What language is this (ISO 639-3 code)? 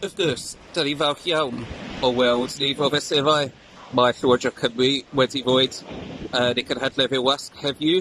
cym